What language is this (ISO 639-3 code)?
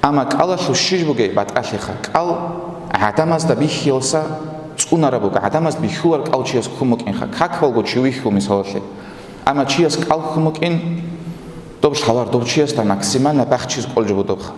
ava